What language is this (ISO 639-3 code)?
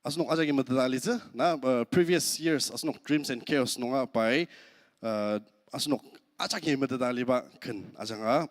njo